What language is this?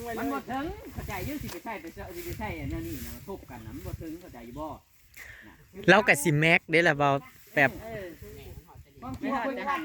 Northeastern Thai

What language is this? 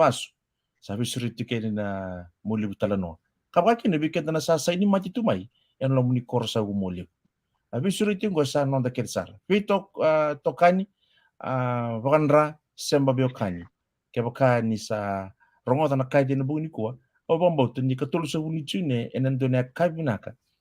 Fijian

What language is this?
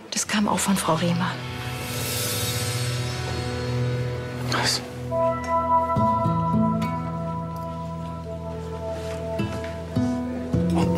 German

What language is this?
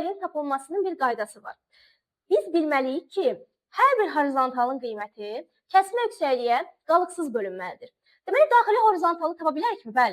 Azerbaijani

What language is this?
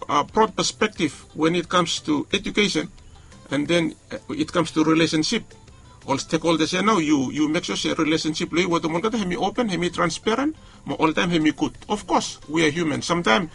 Bislama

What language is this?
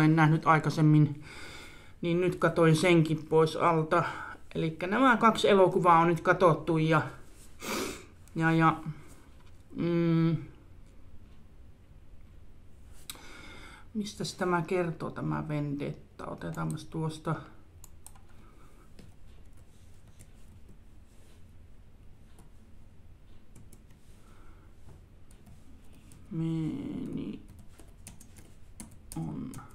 Finnish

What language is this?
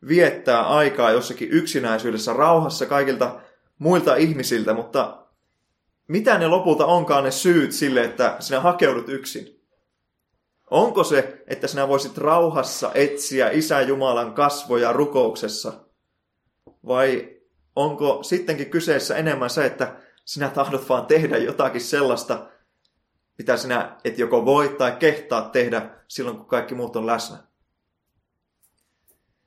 Finnish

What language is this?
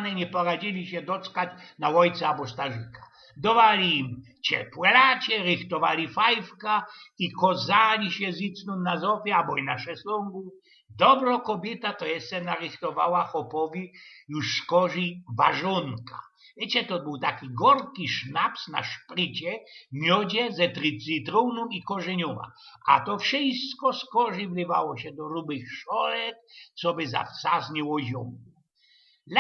Silesian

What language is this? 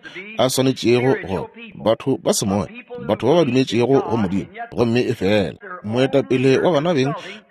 Northern Sotho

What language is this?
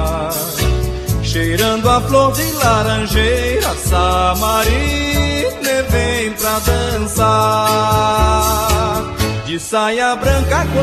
Portuguese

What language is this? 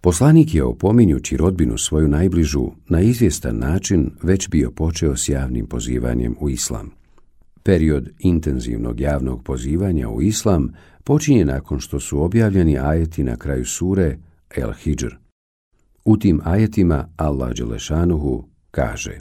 Bosnian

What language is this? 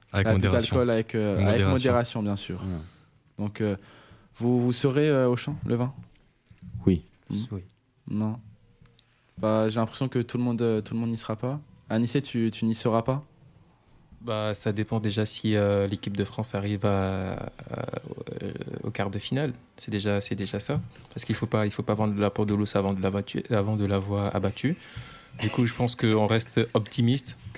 French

